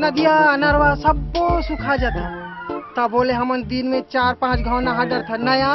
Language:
Chhattisgarhi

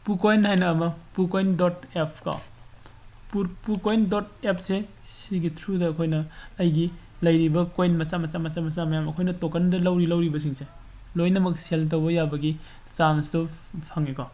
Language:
Manipuri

